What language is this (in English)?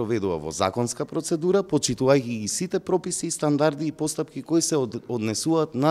Macedonian